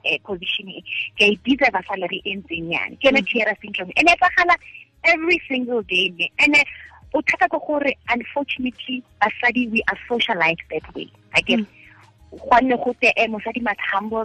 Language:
Tswana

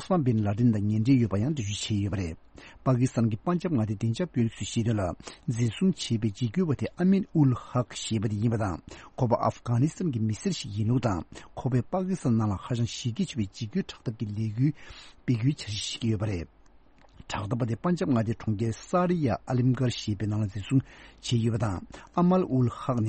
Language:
Tibetan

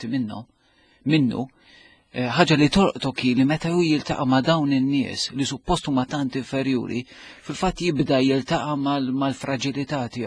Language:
Maltese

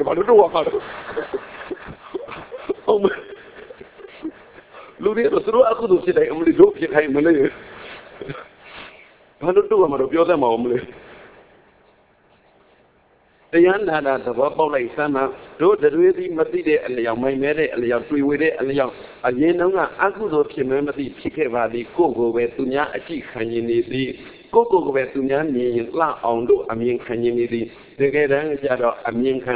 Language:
Burmese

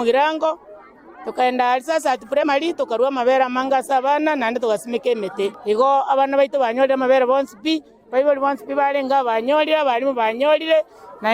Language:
Gusii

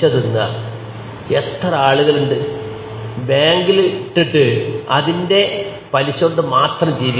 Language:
Malayalam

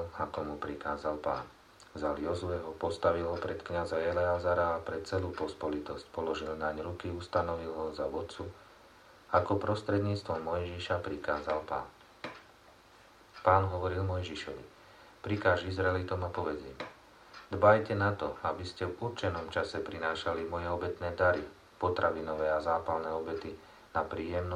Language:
Slovak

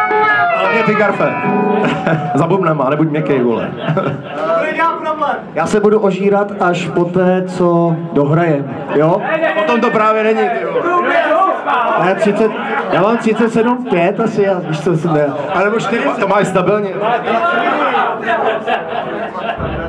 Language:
Czech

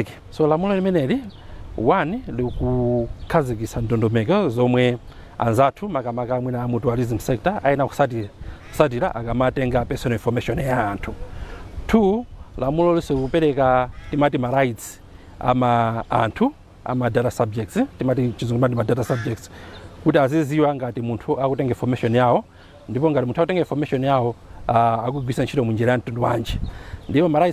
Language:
Nyanja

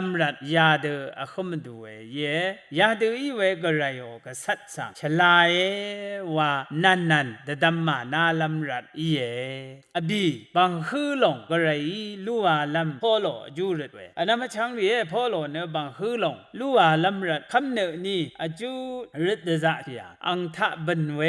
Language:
Rawang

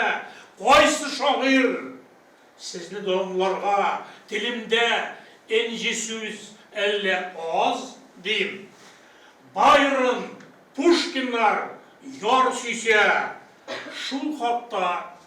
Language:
Tatar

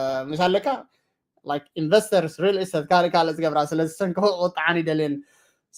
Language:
Tigrinya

